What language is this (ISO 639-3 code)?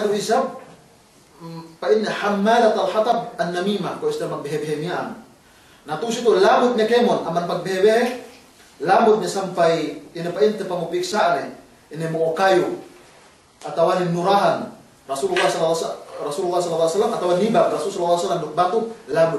yka